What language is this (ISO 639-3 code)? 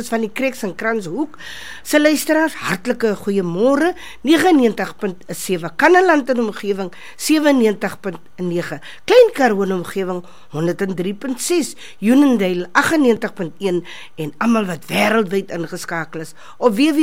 afr